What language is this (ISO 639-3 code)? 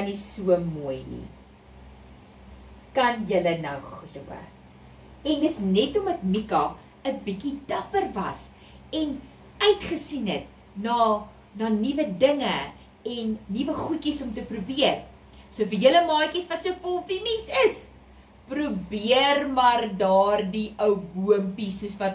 afr